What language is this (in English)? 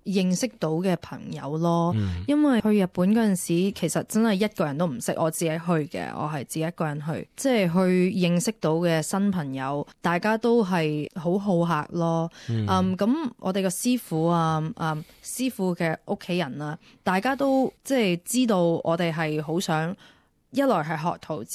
Cantonese